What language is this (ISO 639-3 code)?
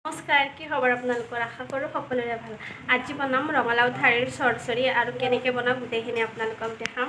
asm